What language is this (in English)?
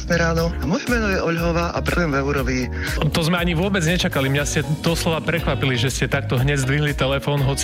Slovak